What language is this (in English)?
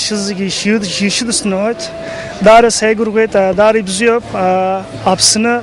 Abkhazian